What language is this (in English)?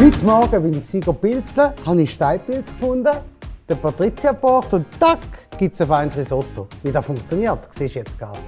Swiss German